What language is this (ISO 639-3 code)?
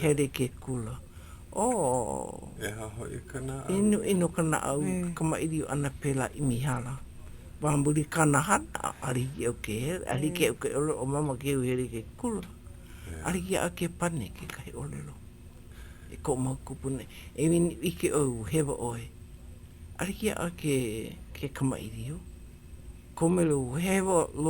haw